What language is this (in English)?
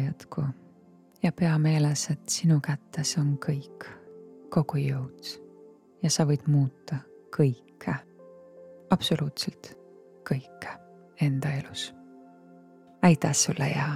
Estonian